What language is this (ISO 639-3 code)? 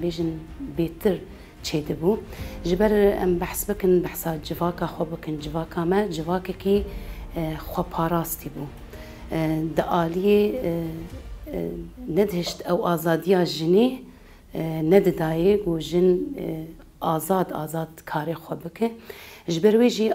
kur